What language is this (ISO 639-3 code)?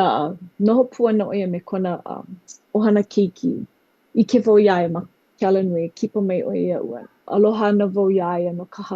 haw